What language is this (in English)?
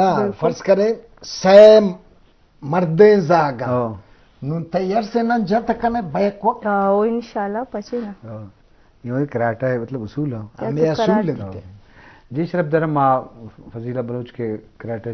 Eastern Balochi